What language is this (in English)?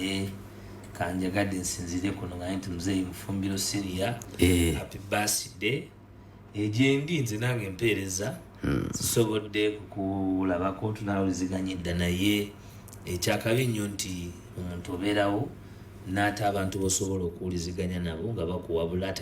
Ganda